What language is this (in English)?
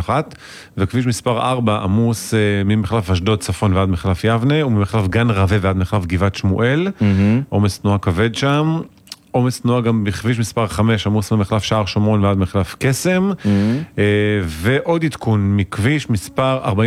Hebrew